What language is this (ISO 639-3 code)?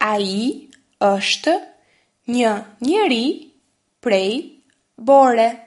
sqi